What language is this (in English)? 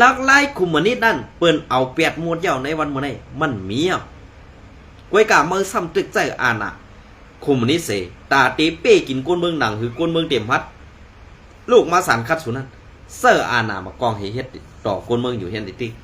Shan